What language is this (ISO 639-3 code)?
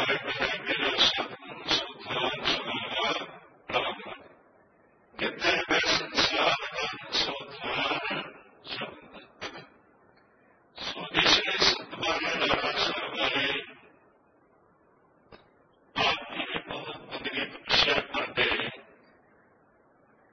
pan